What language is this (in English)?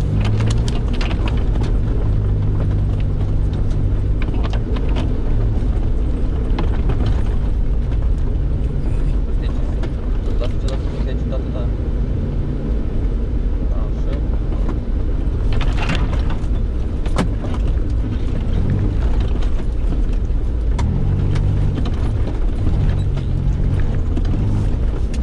Romanian